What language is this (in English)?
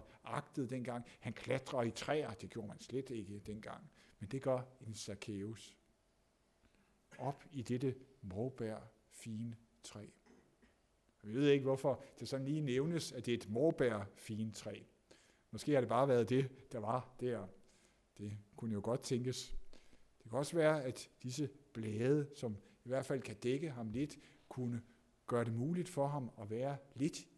Danish